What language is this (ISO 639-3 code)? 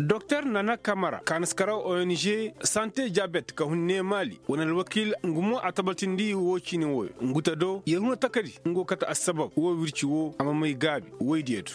ses